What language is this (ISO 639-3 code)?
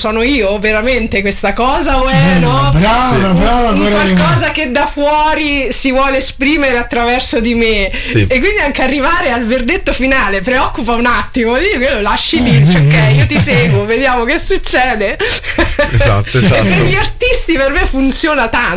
ita